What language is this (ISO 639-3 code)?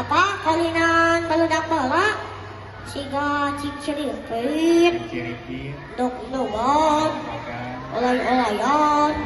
sun